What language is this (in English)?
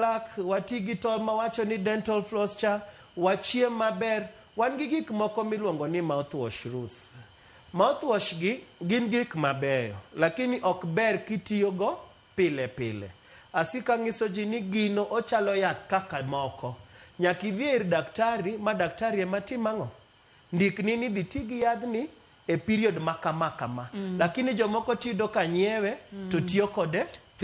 Luo (Kenya and Tanzania)